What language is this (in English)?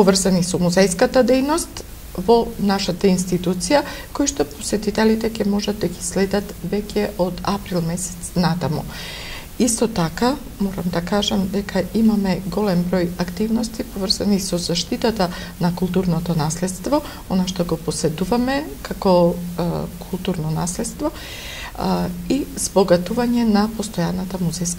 Macedonian